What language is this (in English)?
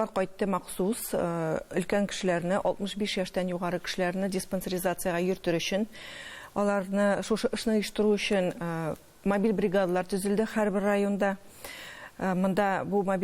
Tatar